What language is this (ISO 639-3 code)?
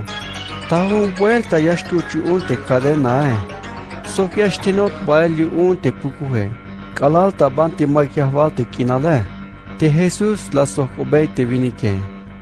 tzh